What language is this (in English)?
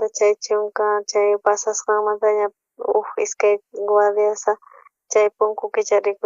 South Bolivian Quechua